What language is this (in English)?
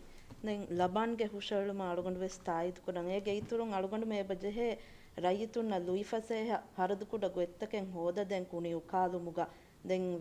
Divehi